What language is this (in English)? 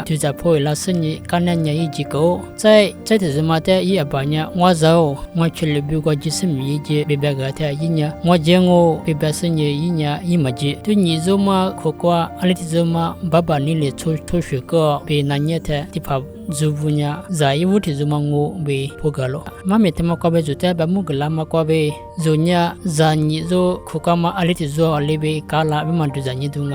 Lisu